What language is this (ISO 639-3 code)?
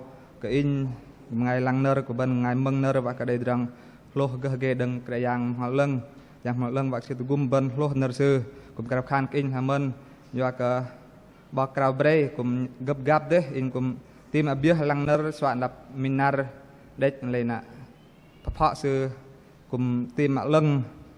bdq